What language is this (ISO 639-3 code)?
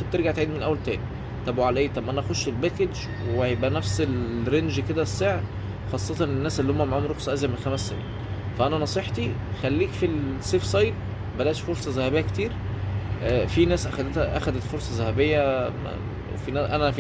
arz